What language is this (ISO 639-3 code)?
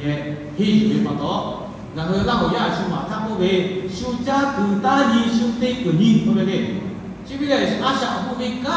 lhu